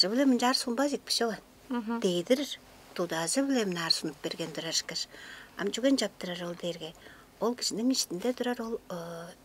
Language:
Tuvinian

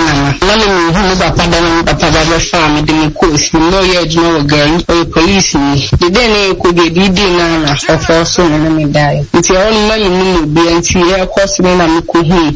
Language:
Akan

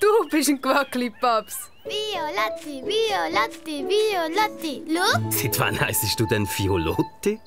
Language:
Swiss German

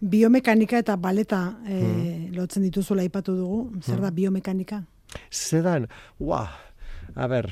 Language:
Basque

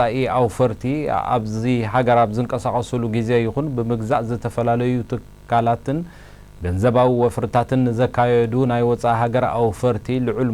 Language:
Tigrinya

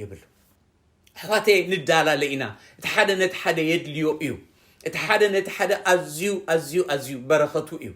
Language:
Tigrinya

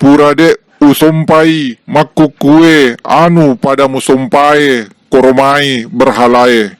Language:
Buginese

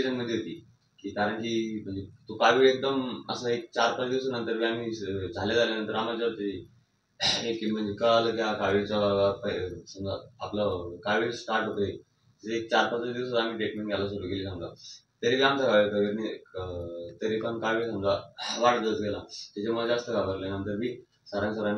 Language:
Marathi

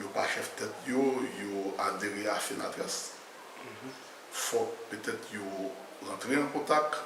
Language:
Haitian Creole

